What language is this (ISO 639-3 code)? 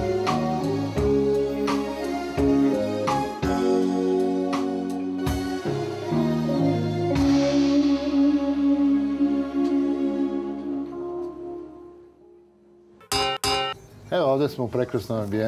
srp